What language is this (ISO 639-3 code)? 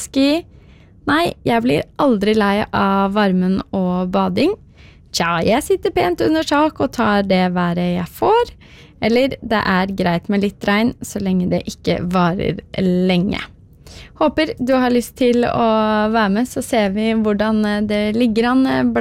nor